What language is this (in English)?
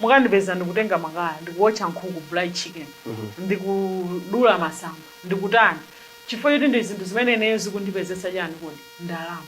Nyanja